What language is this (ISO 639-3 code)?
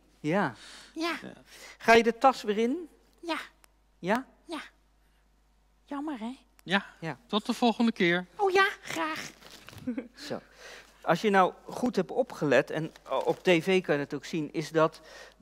nld